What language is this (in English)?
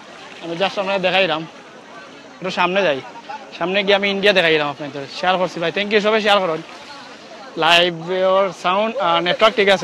Sylheti